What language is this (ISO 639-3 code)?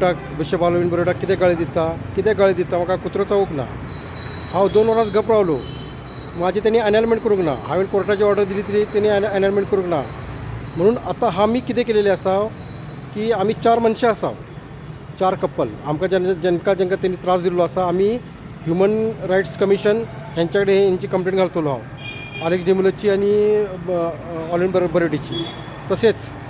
kok